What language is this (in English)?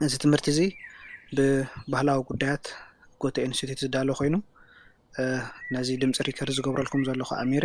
Tigrinya